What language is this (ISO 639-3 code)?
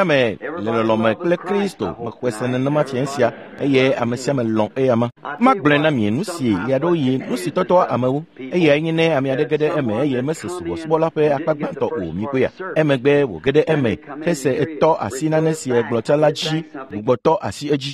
ewe